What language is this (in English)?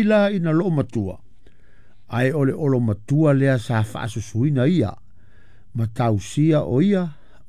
Samoan